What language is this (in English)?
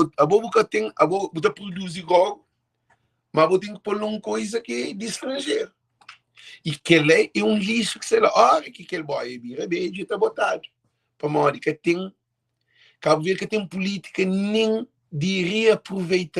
Kabuverdianu